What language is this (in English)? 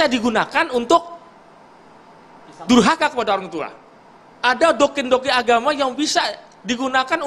Indonesian